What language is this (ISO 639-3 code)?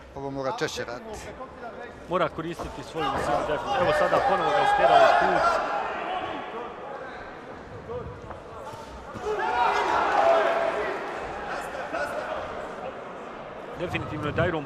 hrv